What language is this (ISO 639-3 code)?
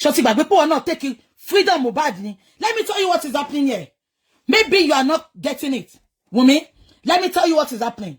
yor